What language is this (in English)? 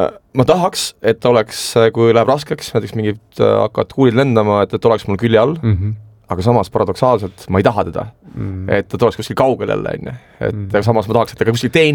Estonian